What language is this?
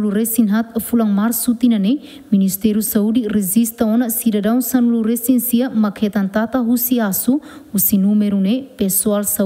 Tetum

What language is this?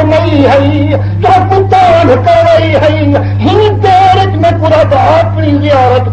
Saraiki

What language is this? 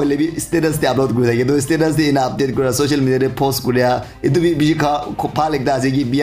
Naga Pidgin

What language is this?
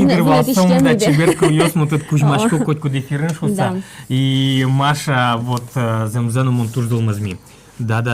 Udmurt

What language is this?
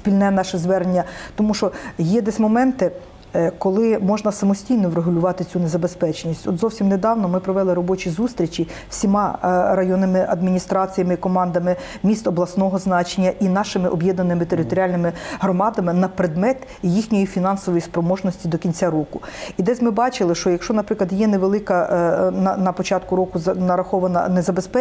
Ukrainian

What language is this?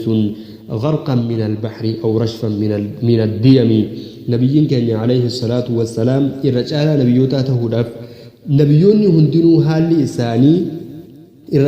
Oromo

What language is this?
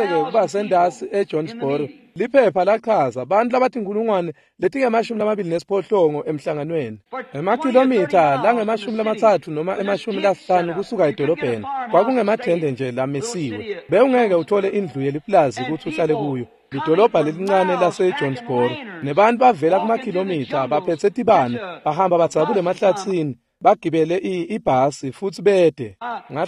Swati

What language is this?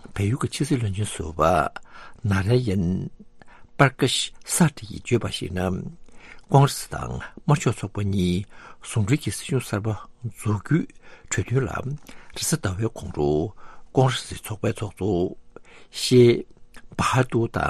Tibetan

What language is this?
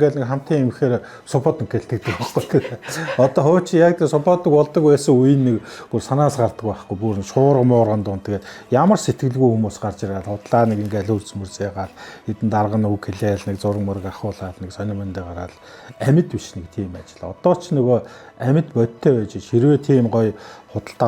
Mongolian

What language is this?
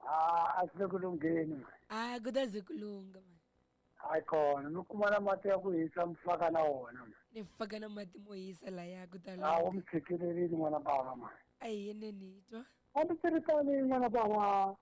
Tsonga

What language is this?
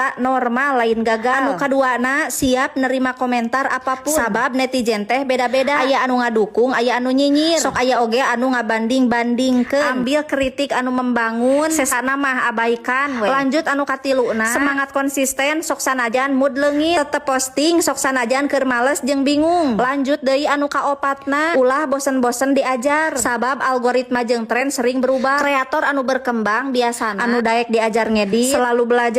Sundanese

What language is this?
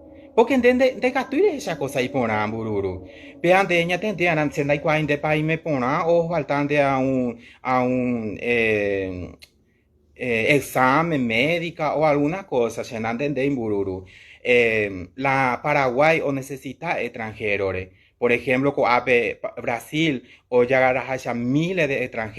Guarani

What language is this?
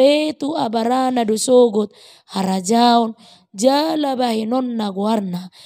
Batak Toba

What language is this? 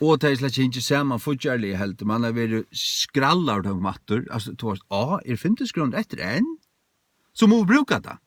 Faroese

